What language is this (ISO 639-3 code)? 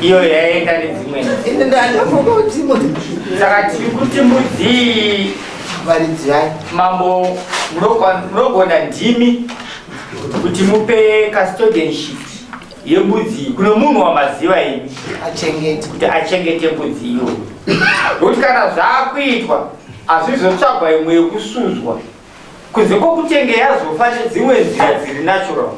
sna